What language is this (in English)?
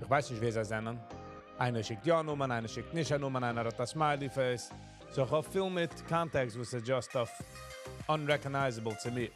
Yiddish